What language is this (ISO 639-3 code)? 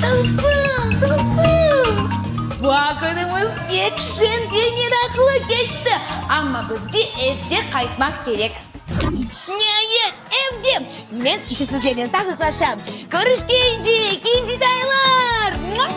crh